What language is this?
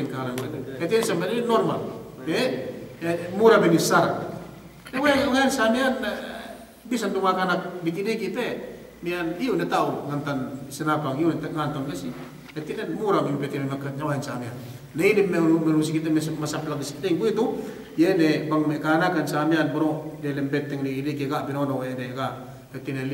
Yakan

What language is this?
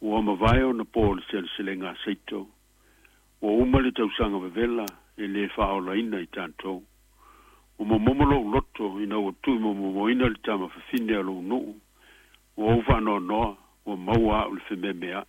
Samoan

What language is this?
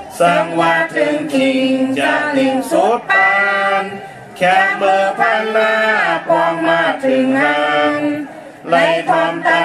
Shan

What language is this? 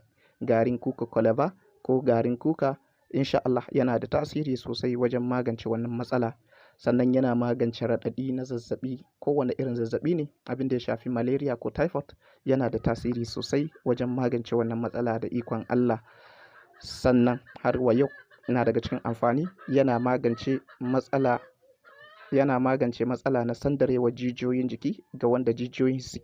Hausa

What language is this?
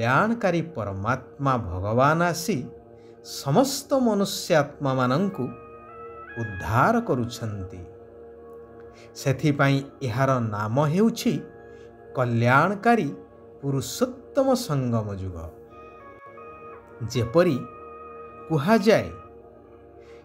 Odia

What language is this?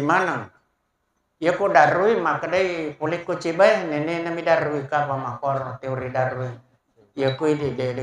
Buginese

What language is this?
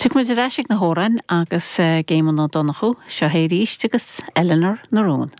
Irish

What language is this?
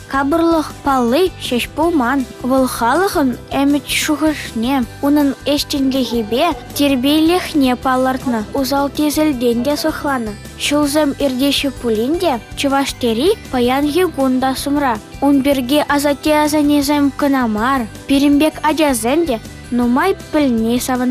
Chuvash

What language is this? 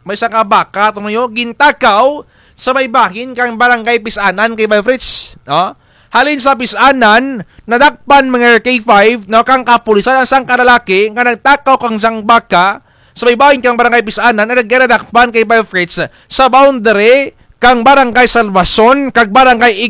Kinaray-a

